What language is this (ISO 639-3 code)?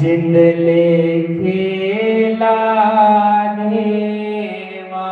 doi